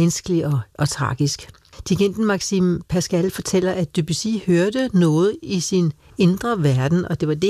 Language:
Danish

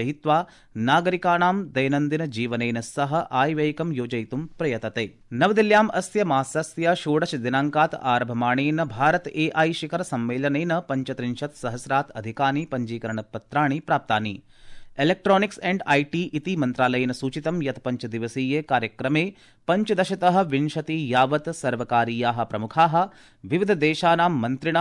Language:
Sanskrit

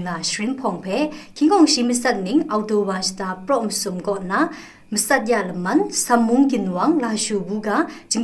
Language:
Kachin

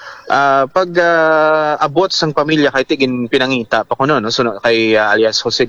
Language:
Hiligaynon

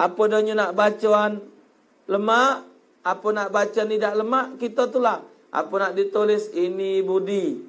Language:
Musi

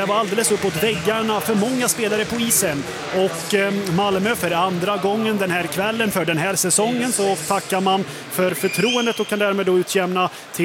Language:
Swedish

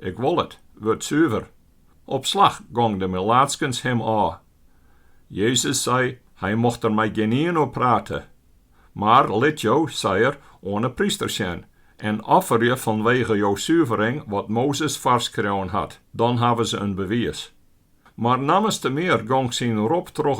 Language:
Western Frisian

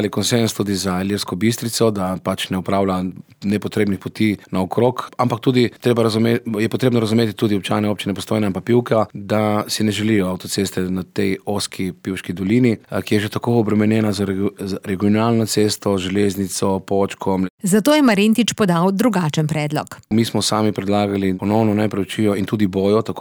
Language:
Slovenian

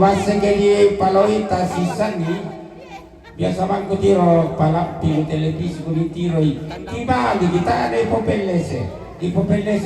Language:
Toraja-Sa'dan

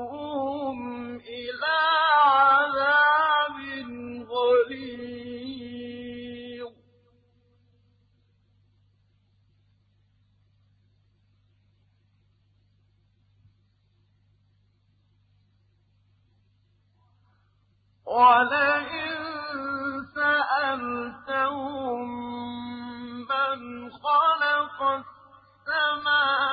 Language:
Arabic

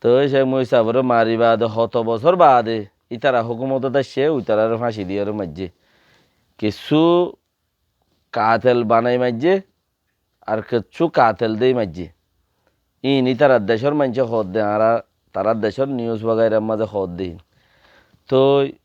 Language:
Rohingya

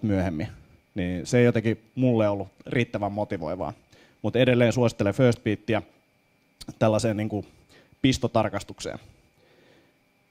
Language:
Finnish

